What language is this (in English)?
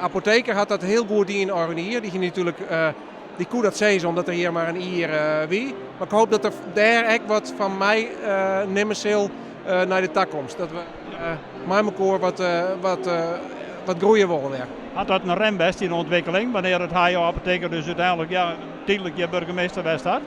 Western Frisian